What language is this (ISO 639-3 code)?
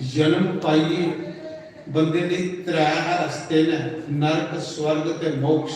doi